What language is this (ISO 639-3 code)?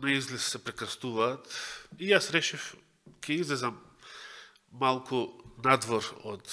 mkd